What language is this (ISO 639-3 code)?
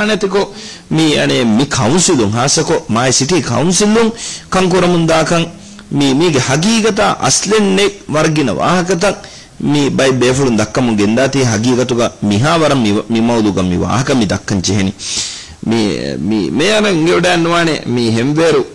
div